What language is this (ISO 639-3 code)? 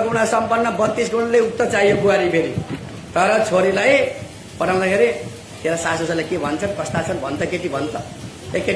nep